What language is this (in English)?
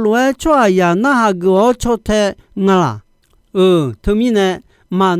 Akha